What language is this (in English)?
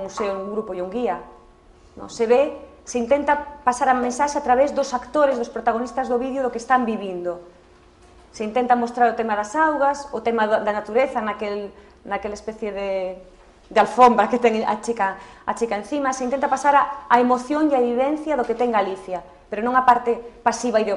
Galician